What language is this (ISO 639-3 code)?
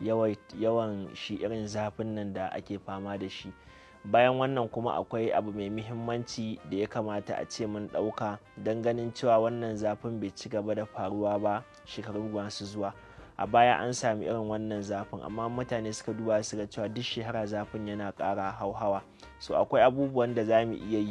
hau